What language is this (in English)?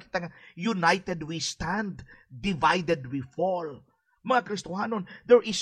Hiligaynon